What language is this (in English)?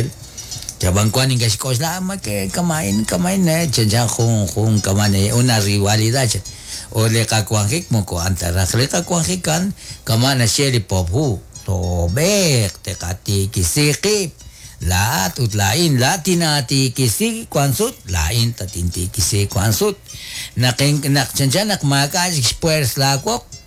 Kekchí